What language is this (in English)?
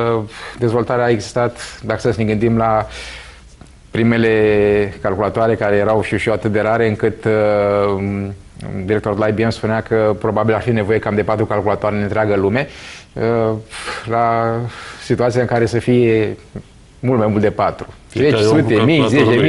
Romanian